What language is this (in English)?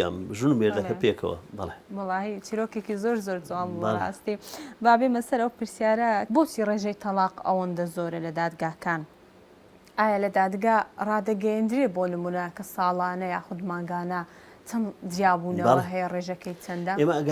Central Kurdish